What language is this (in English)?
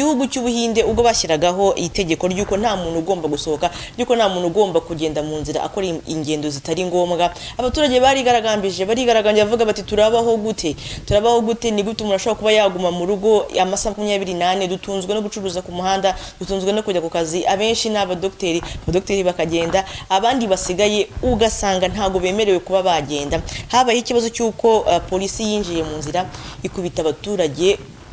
Kinyarwanda